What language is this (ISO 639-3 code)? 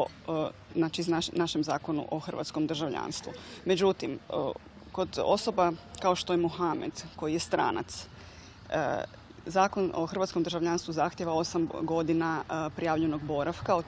hrv